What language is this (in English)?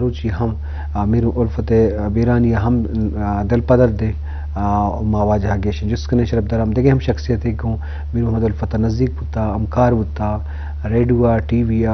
Eastern Balochi